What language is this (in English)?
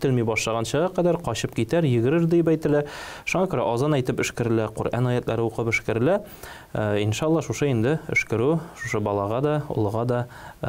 Tatar